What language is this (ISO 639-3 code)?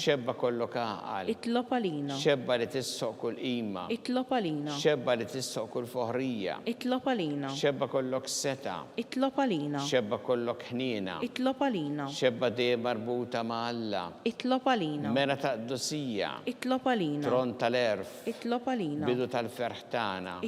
mlt